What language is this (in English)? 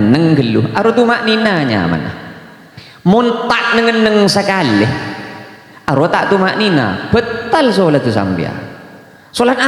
Madurese